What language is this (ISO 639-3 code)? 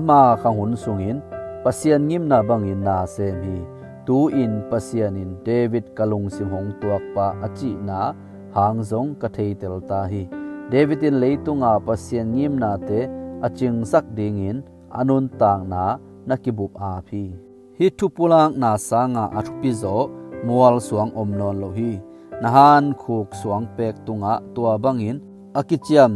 ctd